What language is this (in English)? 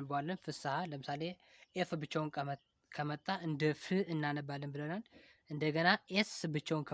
Amharic